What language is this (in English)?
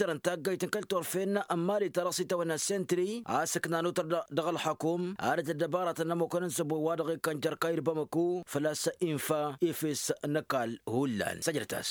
Tamasheq